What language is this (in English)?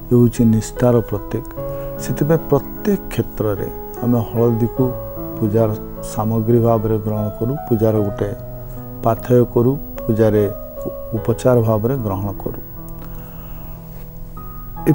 Odia